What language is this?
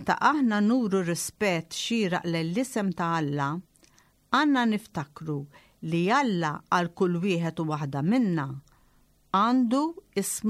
Maltese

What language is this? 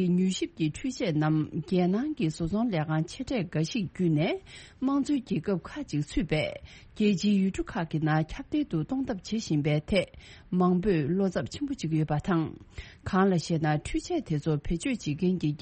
Tibetan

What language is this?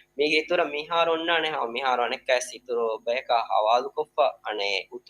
Divehi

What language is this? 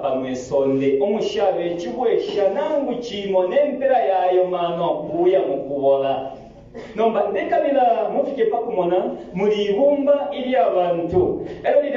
Bemba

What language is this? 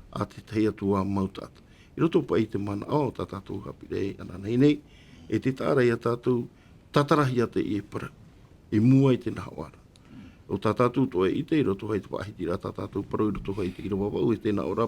Tahitian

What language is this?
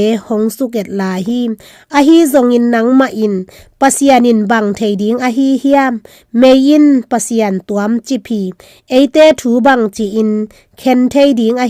Tedim Chin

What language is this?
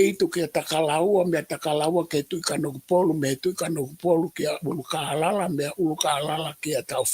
Tongan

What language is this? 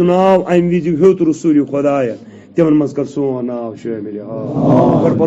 Kashmiri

